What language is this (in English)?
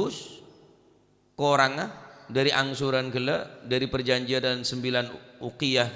Madurese